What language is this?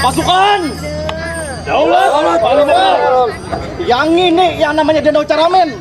Banjar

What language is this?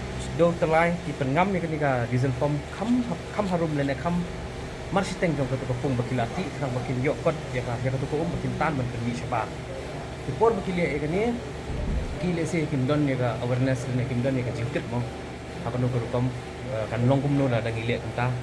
Khasi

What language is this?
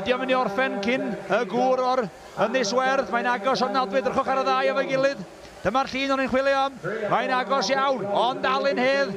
Welsh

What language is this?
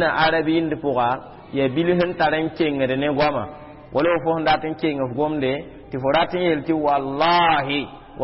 Mossi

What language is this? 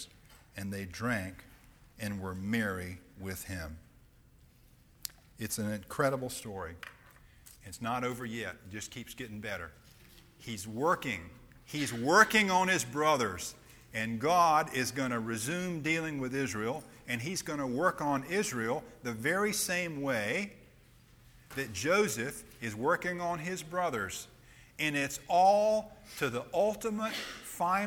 English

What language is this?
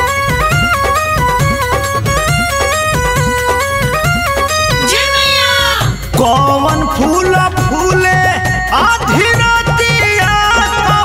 Bhojpuri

